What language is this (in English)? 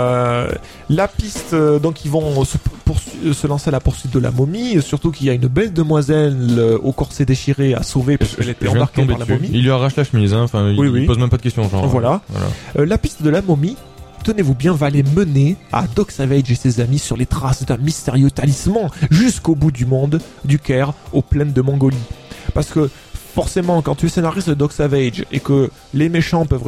French